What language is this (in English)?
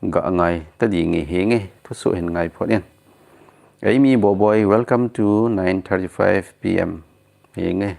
Thado Chin